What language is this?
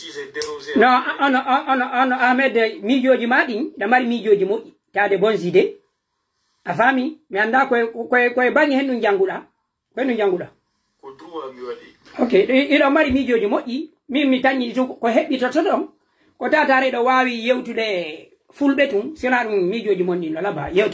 Pular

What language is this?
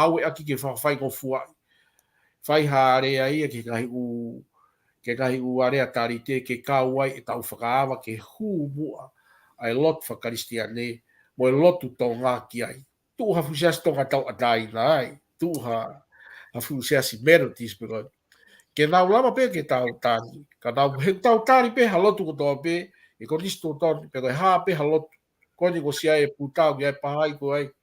Tongan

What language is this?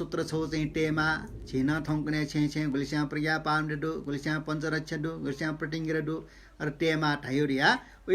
Newari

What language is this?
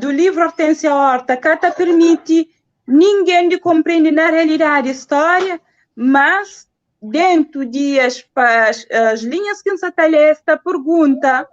Kabuverdianu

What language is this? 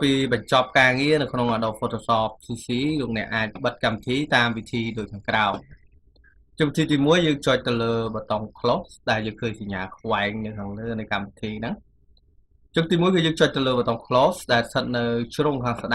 Khmer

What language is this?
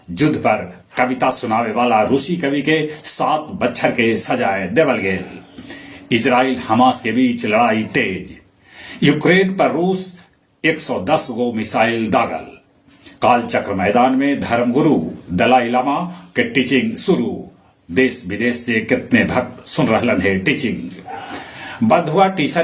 Magahi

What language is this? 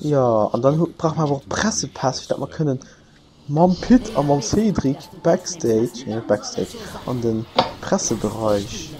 Luxembourgish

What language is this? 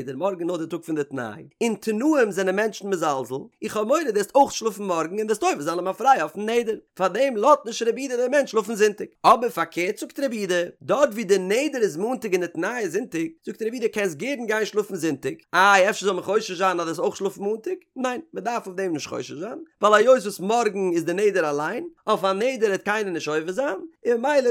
Yiddish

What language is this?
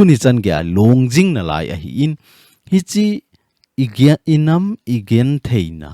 Thado Chin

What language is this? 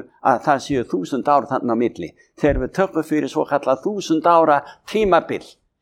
Icelandic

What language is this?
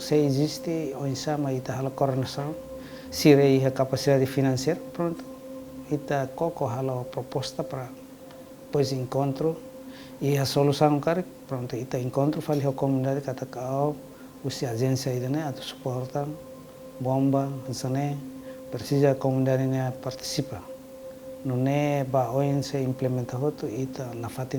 Tetum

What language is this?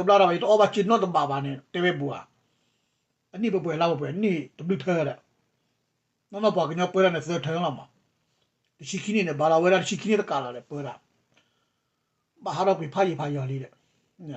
S'gaw Karen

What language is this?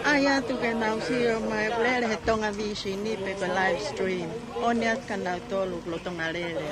Tongan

